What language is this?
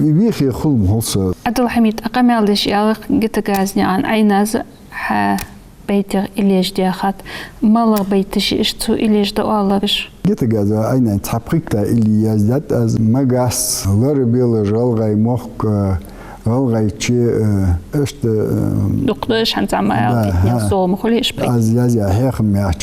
Ingush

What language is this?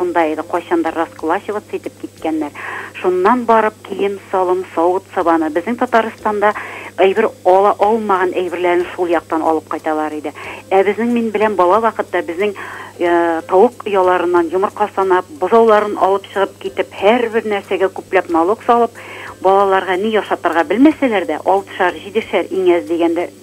Tatar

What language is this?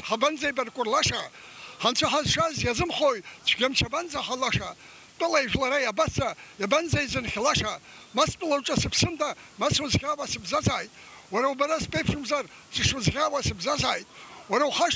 Abkhazian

